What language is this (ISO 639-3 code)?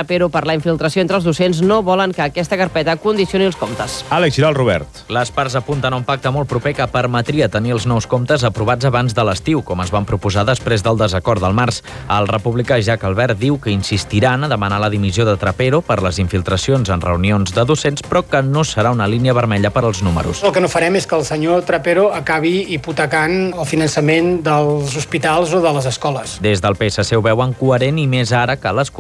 cat